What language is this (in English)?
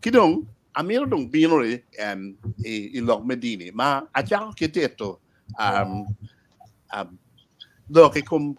Acoli